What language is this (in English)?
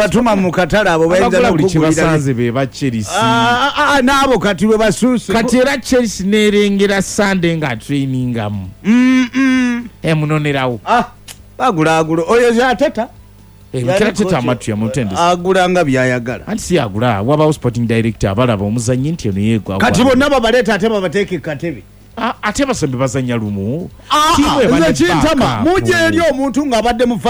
Ganda